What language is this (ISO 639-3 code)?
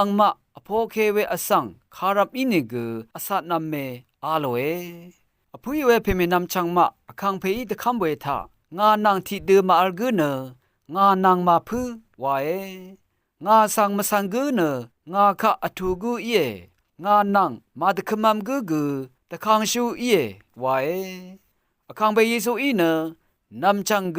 raw